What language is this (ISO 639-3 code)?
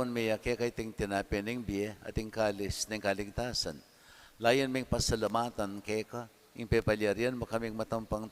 pam